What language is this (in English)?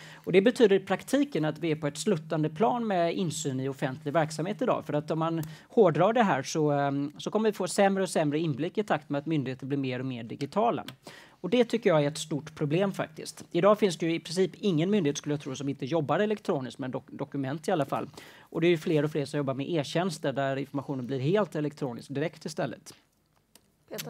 Swedish